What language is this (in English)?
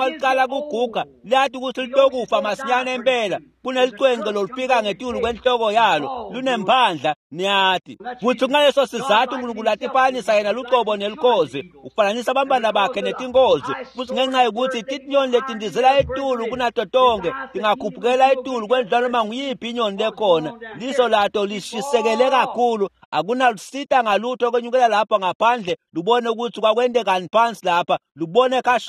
Swati